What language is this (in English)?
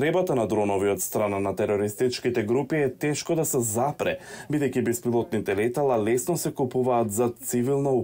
Macedonian